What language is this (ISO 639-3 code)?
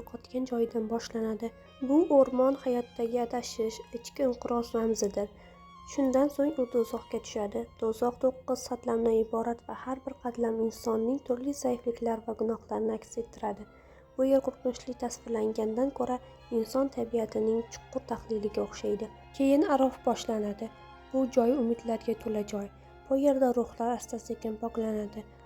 uzb